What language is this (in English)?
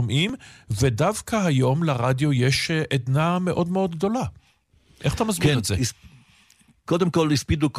Hebrew